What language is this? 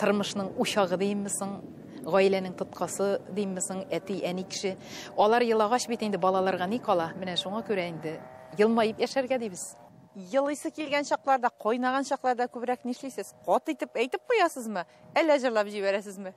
Tatar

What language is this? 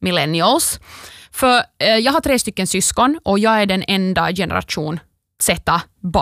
Swedish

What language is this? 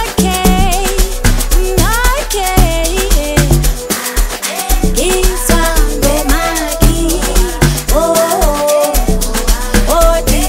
Zulu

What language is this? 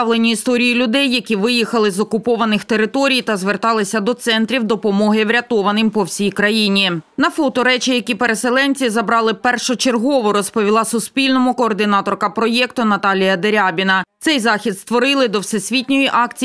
Ukrainian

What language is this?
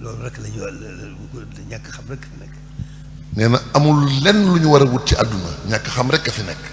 Wolof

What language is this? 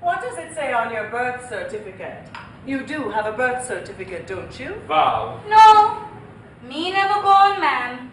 Jamaican Creole English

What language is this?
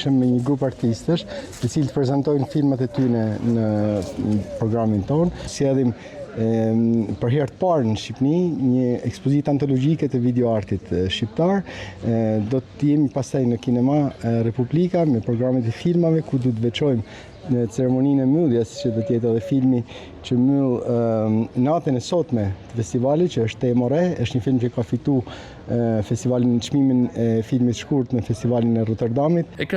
Albanian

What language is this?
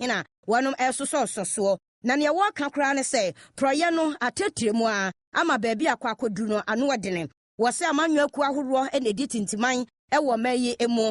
Akan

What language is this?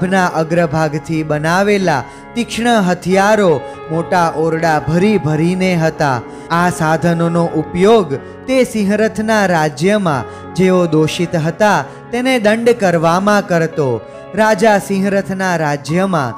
Gujarati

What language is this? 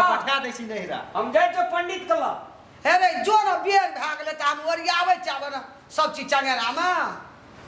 Maithili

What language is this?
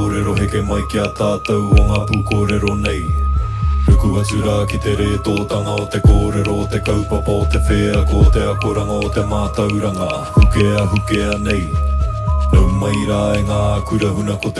Māori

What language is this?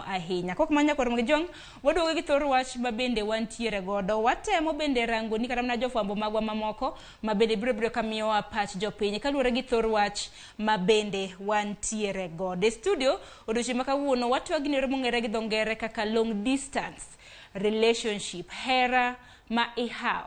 Luo (Kenya and Tanzania)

